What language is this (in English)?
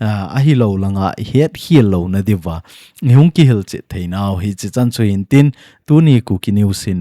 Thado Chin